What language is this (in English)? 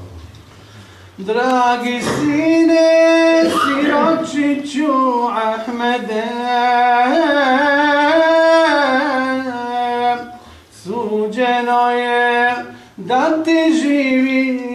Bosnian